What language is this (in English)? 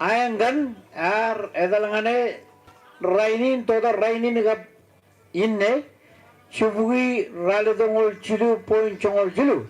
Marshallese